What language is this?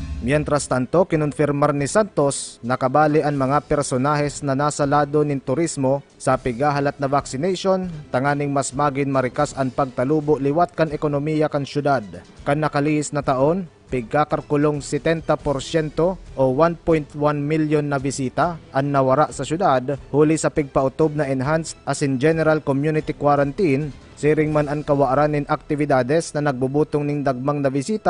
Bikol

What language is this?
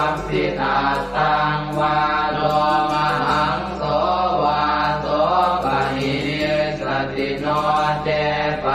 Pali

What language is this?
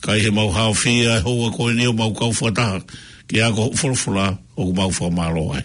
Tongan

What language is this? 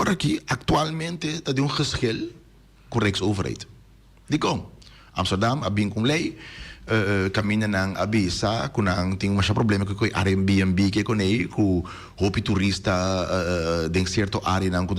Papiamento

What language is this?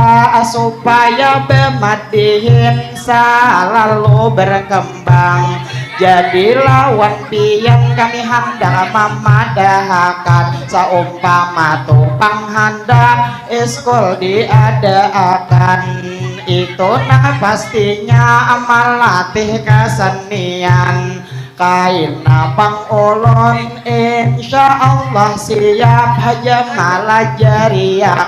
Banjar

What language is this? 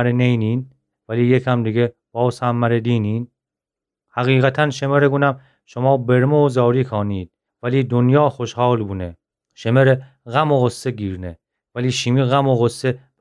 Gilaki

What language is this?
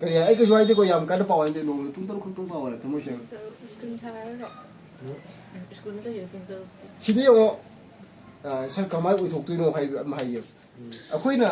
Manipuri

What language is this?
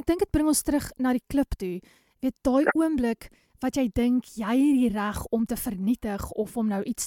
Afrikaans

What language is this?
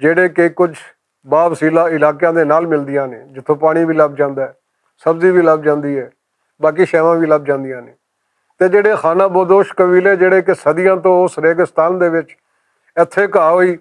Western Panjabi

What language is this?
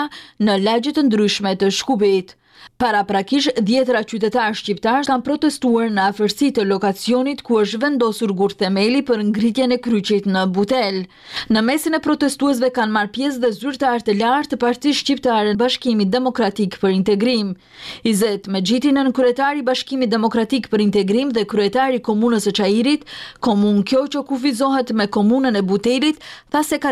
Albanian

